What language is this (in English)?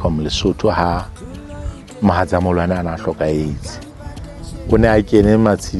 Southern Sotho